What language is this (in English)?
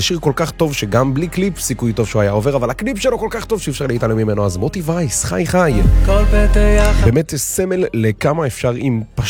Hebrew